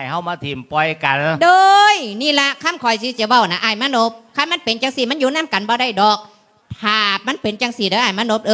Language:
Lao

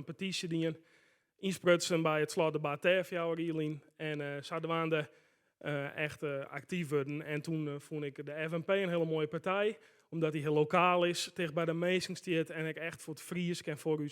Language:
Western Frisian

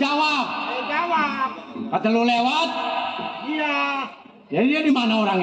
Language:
Betawi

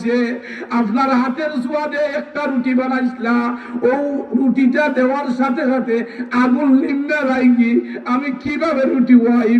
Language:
Sylheti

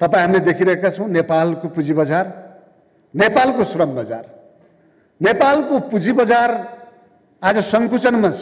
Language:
Nepali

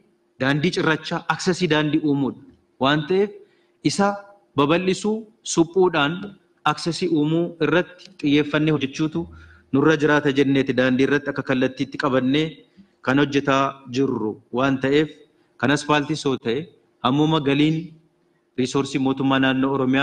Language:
Oromo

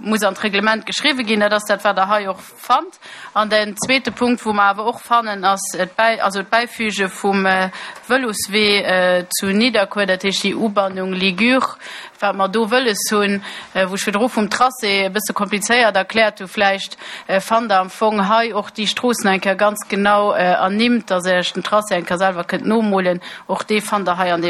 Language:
Luxembourgish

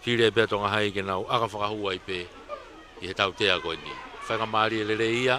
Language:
Tongan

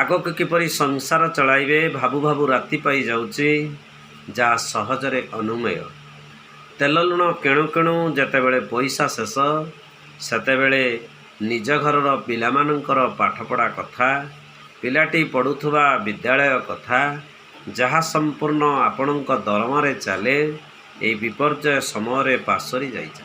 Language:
Odia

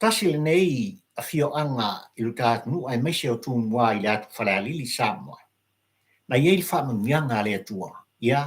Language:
Samoan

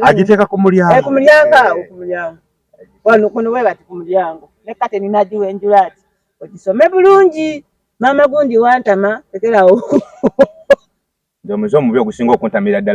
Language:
Ganda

